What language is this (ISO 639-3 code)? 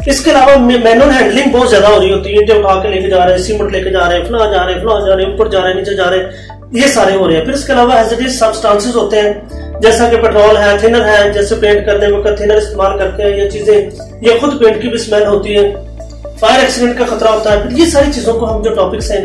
hin